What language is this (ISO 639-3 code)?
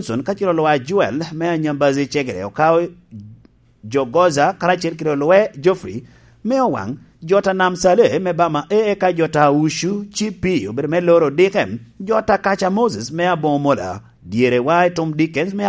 laj